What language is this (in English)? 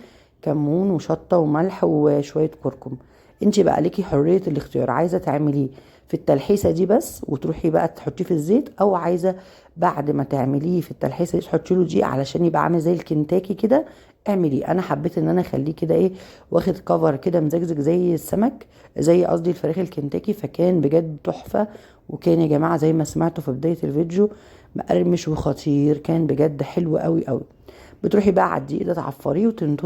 Egyptian Arabic